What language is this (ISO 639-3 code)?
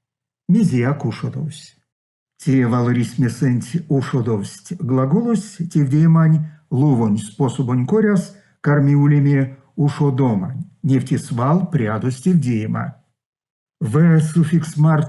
myv